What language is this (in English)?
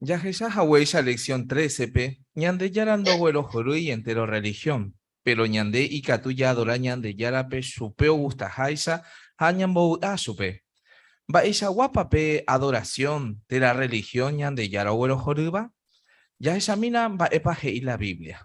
Guarani